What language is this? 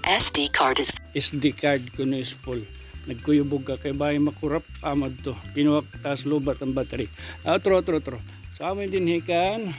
Waray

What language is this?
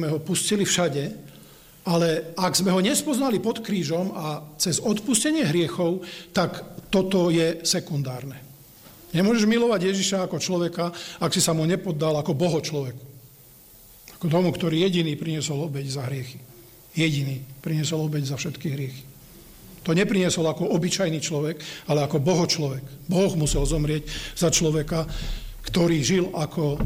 Slovak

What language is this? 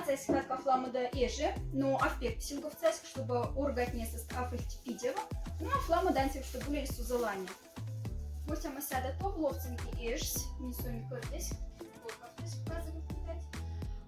Moksha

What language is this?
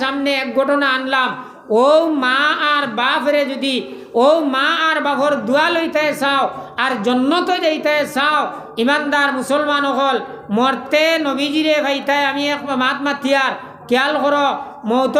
Sylheti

